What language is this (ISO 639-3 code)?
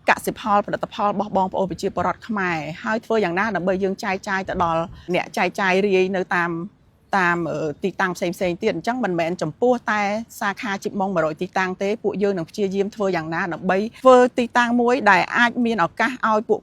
khm